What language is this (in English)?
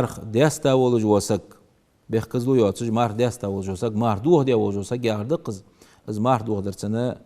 Ingush